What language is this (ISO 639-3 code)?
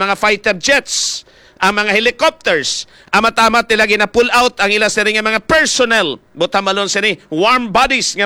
hil